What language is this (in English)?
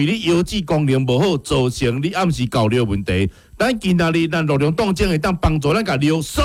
Min Nan Chinese